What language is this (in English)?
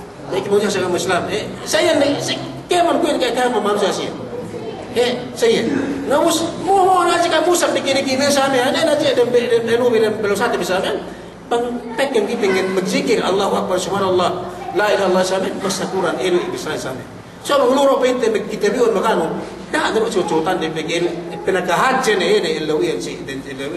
Yakan